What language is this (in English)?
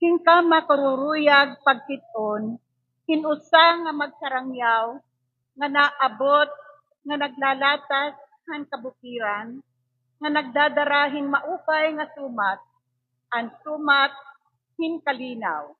Waray